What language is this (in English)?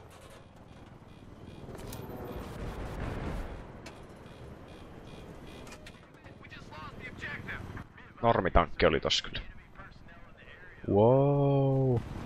Finnish